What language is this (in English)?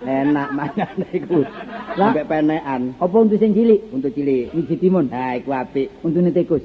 Javanese